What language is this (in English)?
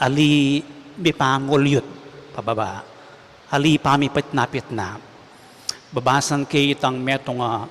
Pampanga